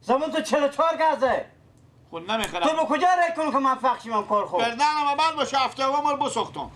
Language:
Persian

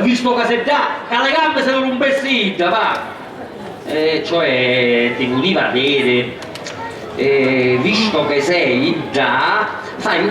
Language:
Sicilian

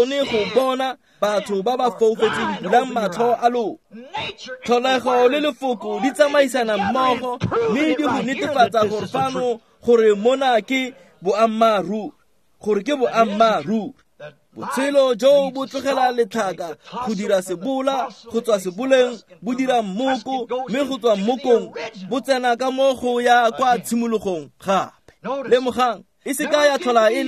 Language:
Tswana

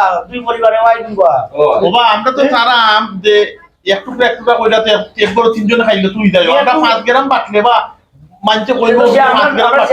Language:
Sylheti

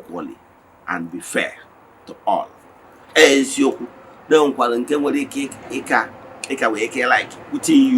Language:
Igbo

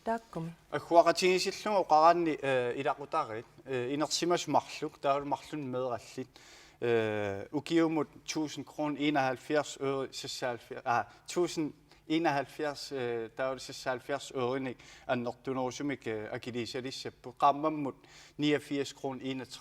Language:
Kalaallisut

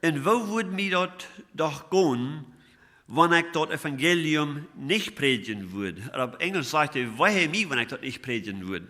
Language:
Plautdietsch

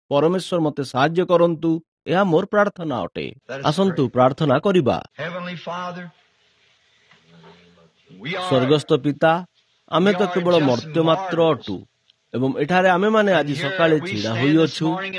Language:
Odia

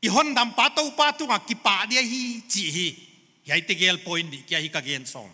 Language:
Paite Chin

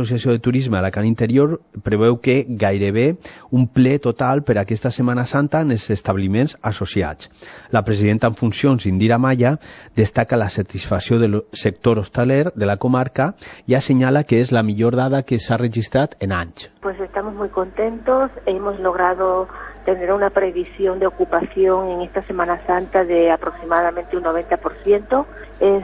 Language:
Catalan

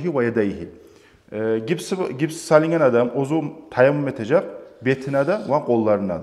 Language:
Kumyk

